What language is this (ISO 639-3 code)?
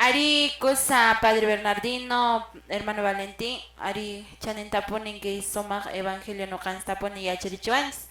que